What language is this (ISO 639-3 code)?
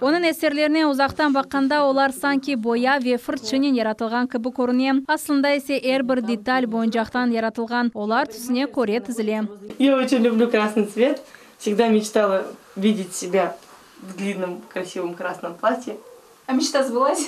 crh